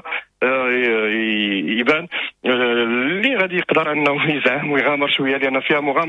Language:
Moroccan Arabic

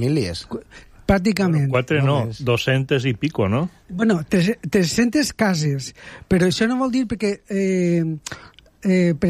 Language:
Catalan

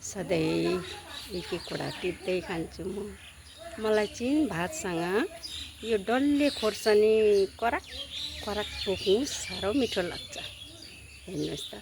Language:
Nepali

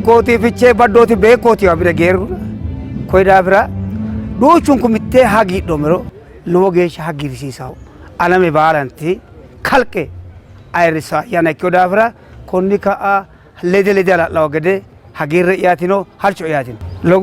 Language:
Sidamo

